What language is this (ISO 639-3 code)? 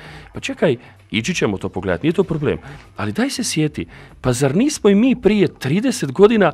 hrv